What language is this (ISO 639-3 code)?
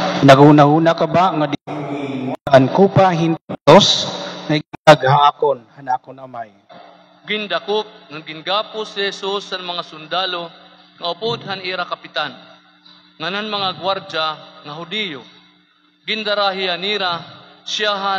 war